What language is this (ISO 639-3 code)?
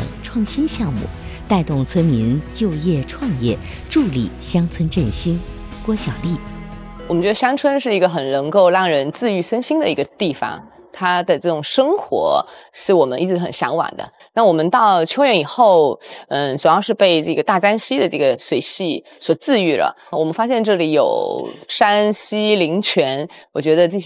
zho